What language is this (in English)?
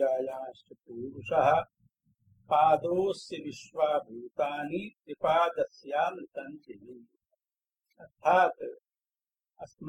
Sanskrit